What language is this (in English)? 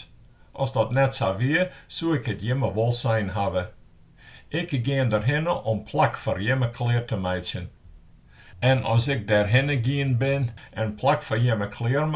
Western Frisian